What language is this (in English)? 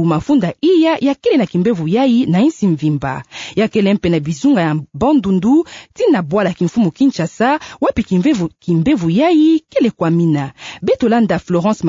Kituba (Democratic Republic of Congo)